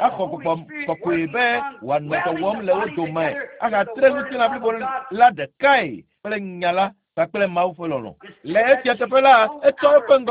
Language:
Ewe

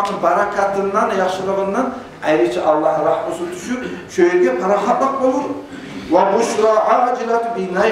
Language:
Kumyk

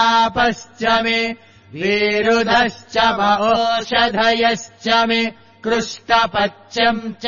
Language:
Sanskrit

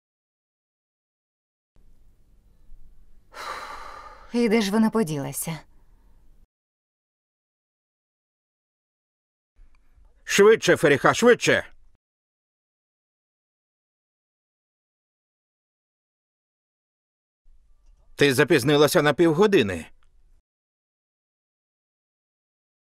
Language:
Ukrainian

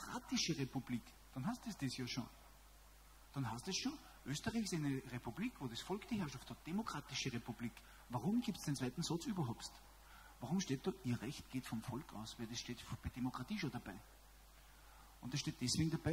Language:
German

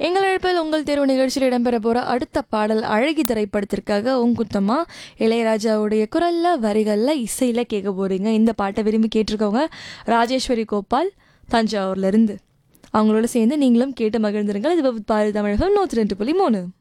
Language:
Tamil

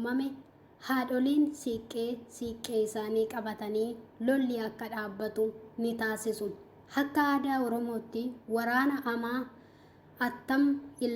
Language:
Oromo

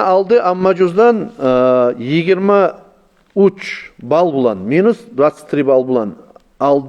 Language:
Kumyk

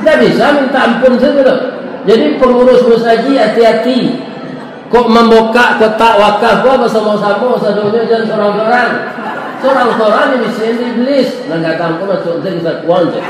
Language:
Minangkabau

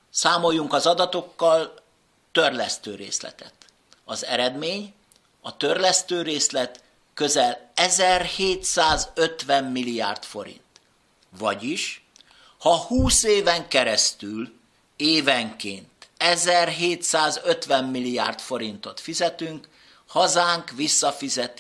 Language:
Hungarian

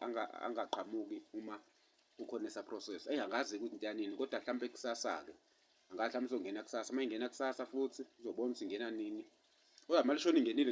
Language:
Zulu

